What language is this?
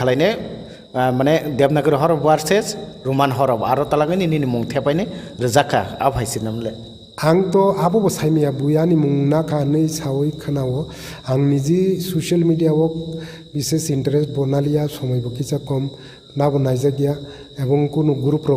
Kok Borok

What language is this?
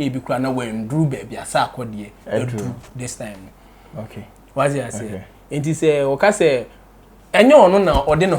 Akan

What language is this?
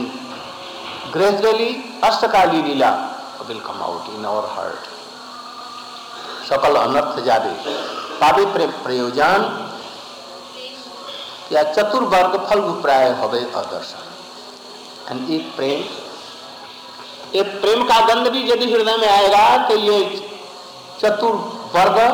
Hindi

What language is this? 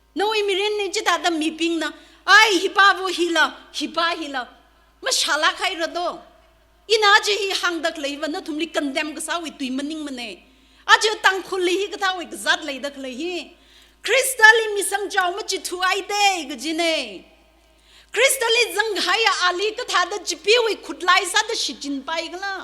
Tangkhul Naga (India)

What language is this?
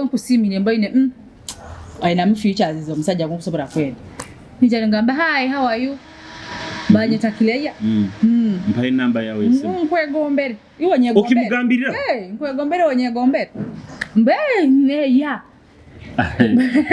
Nyoro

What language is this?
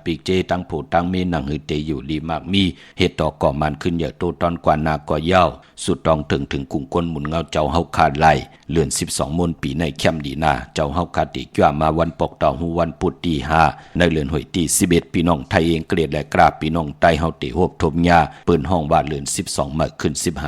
Shan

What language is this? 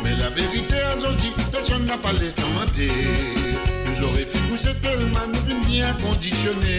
Morisyen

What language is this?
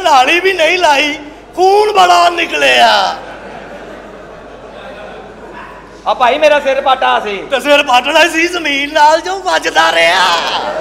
Punjabi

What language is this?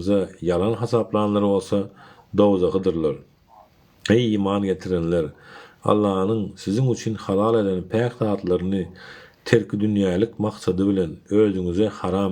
Turkmen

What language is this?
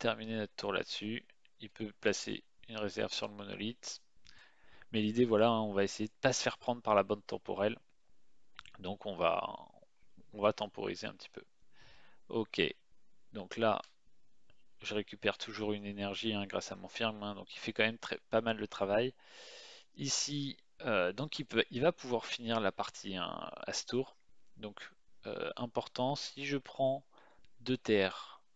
French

